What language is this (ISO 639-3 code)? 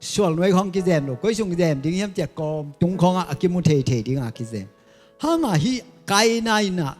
ctd